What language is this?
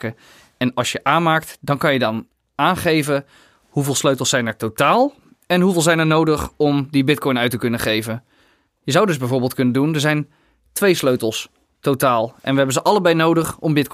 Dutch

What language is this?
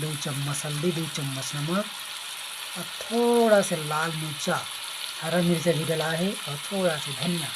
Chhattisgarhi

